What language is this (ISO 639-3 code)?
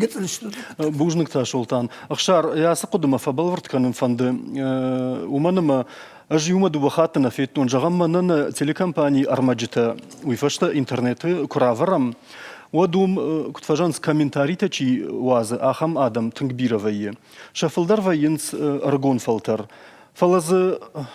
oss